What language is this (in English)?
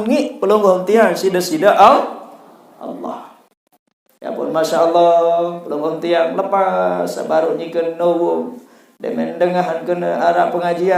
Sasak